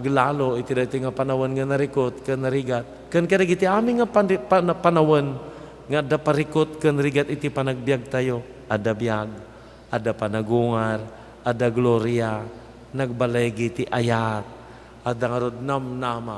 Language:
Iloko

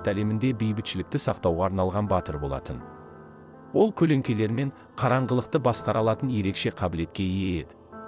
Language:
Kazakh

